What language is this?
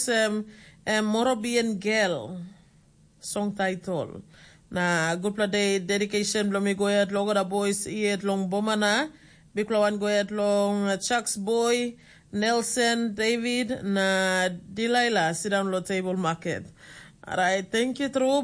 Tok Pisin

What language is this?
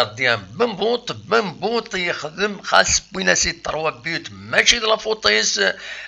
Kabyle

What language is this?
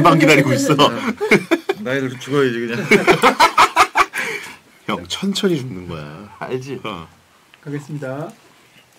Korean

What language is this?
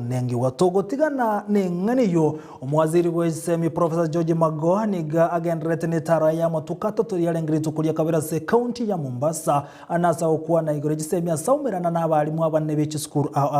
Gusii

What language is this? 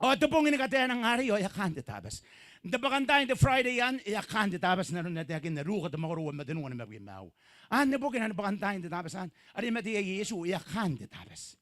Gilbertese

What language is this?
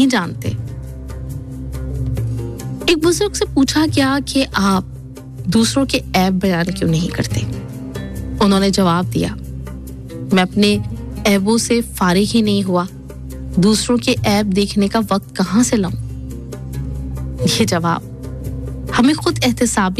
Urdu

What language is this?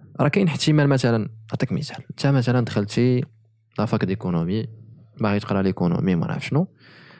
Moroccan Arabic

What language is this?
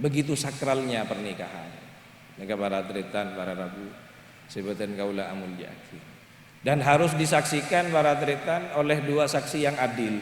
Madurese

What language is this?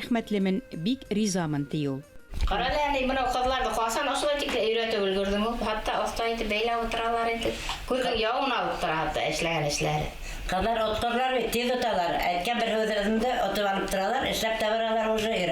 Bashkir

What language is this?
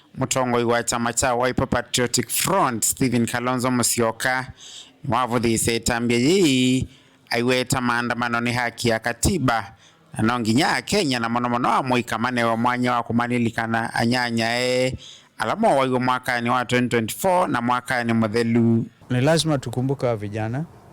Kamba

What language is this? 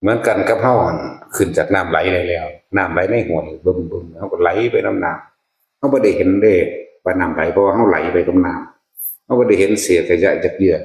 Northeastern Thai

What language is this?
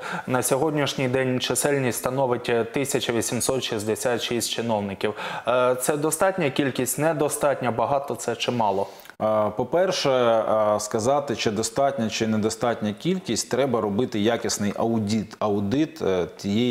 Ukrainian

